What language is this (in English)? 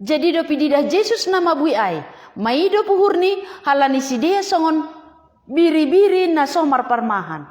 Batak Simalungun